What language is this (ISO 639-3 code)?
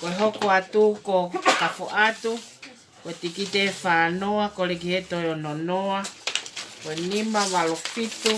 ton